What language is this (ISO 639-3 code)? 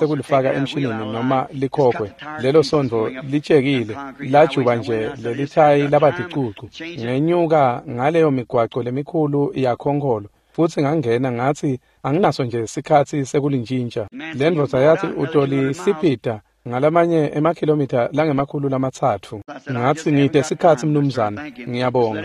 ssw